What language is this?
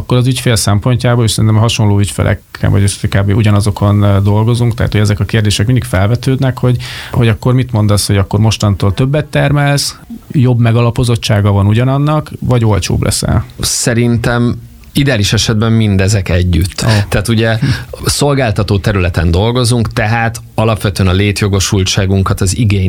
Hungarian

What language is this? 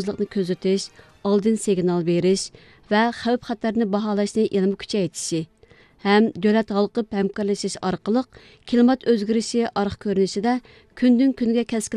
Uyghur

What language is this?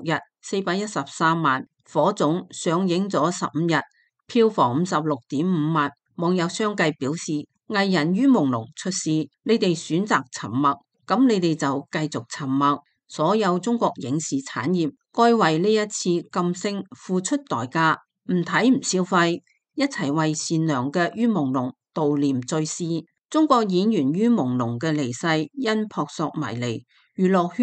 Cantonese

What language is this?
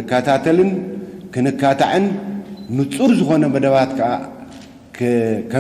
Tigrinya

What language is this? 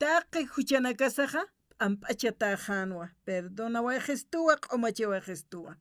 Aymara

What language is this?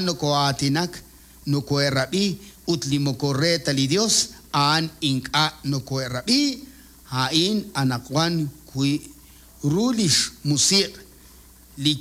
Kekchí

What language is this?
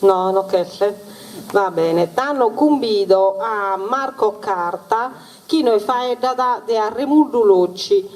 Sardinian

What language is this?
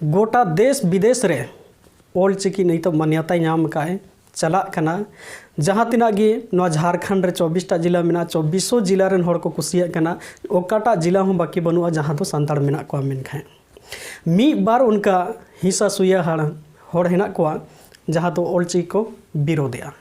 Santali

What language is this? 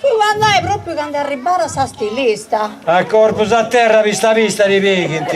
Sardinian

